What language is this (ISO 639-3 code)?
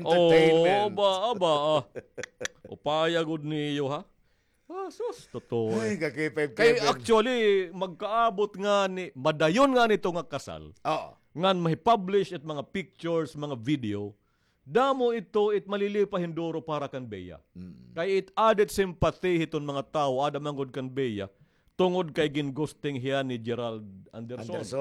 war